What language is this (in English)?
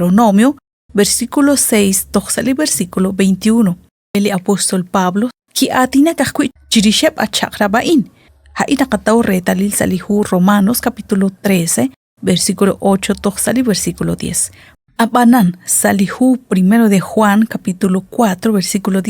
Kekchí